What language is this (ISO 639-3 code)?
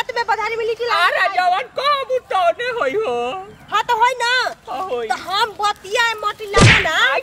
bho